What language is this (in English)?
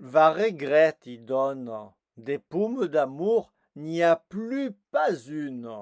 Occitan